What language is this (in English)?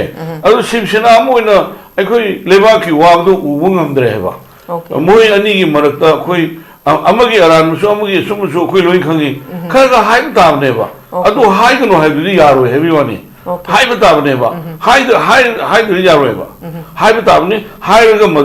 Manipuri